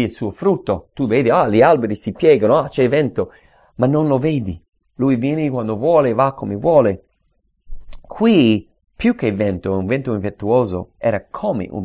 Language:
Italian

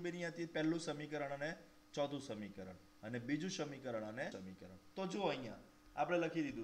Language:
Gujarati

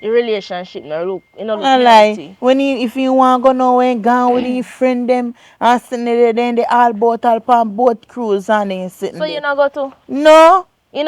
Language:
Jamaican Creole English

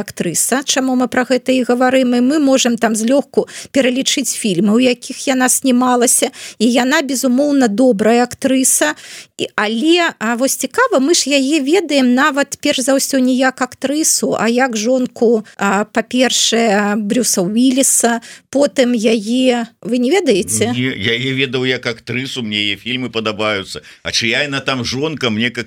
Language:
Belarusian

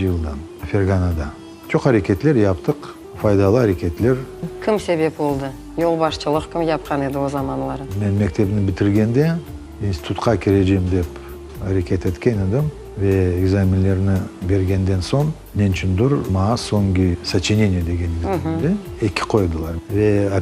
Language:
Crimean Tatar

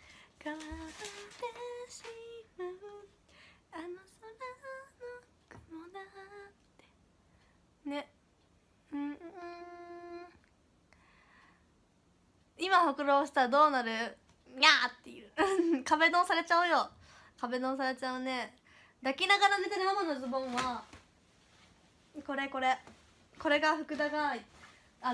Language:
Japanese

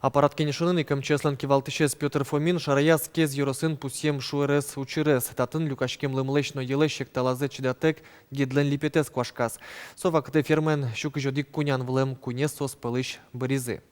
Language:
Udmurt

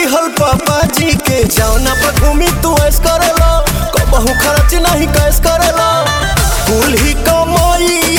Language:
Bhojpuri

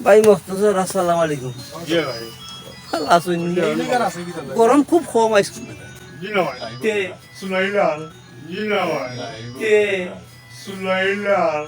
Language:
Sylheti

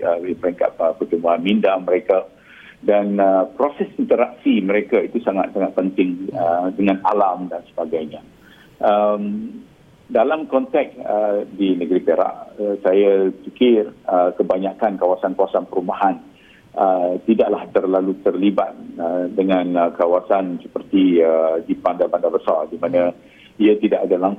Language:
Malay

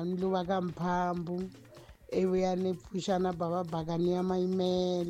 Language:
Tsonga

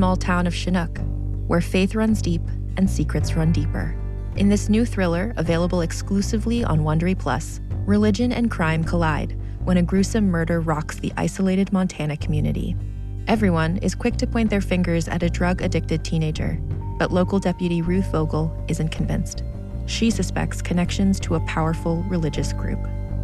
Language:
English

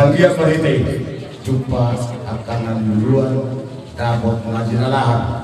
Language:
Batak Toba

